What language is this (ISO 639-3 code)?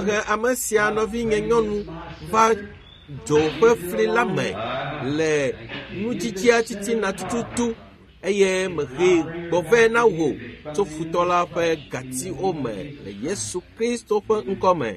ewe